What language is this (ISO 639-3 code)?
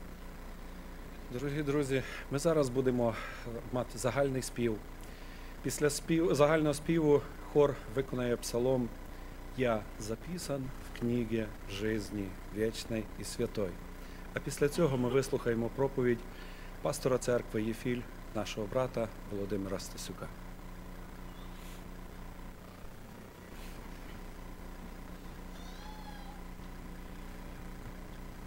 ukr